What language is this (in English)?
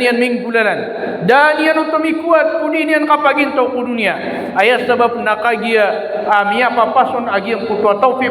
Maranao